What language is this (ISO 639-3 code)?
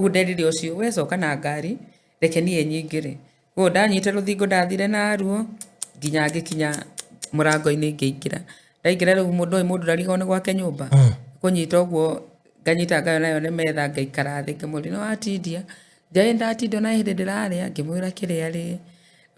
kik